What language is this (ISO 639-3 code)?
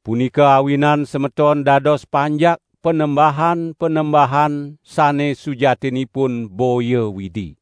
ban